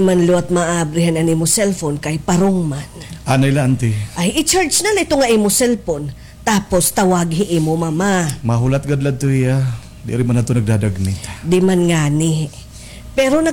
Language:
Waray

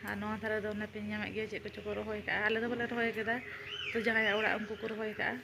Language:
Santali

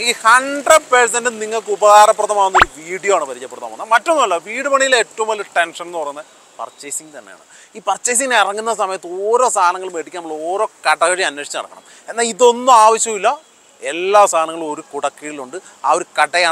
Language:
Malayalam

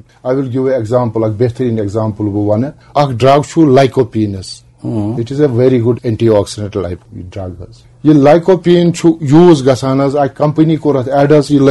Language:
Kashmiri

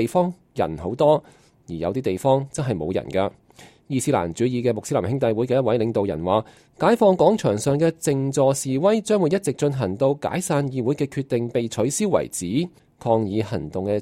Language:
Cantonese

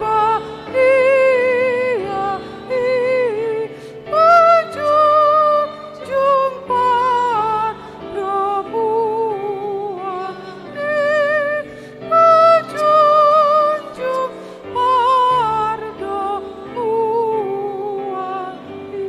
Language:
Batak Toba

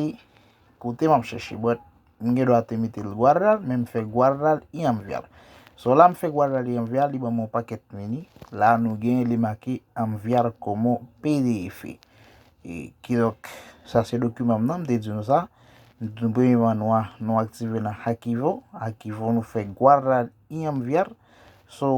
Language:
Haitian Creole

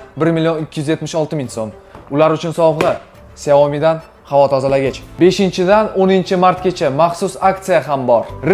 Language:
Uzbek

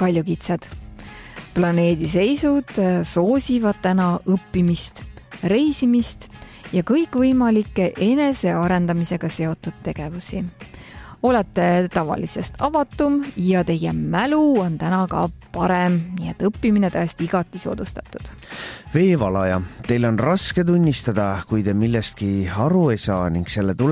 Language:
Estonian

